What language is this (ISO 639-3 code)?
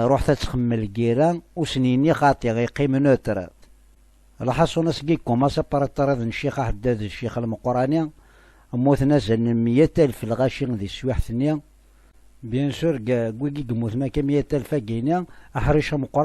kab